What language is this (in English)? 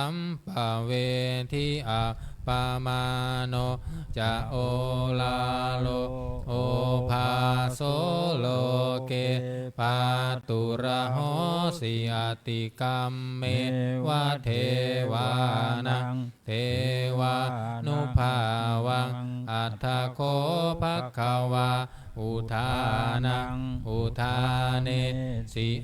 Pali